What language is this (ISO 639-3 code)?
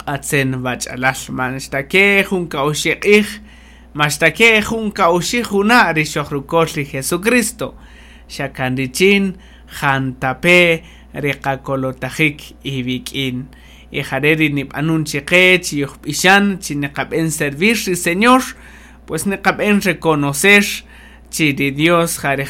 cak